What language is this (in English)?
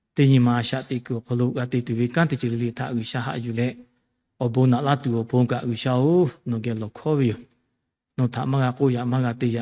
Lahu